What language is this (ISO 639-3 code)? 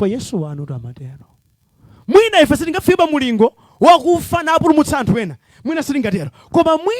nya